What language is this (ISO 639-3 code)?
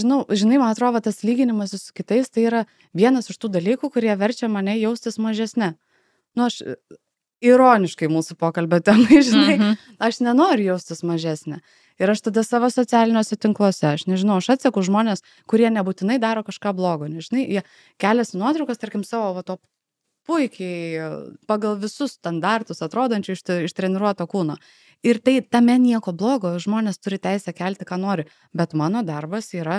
lit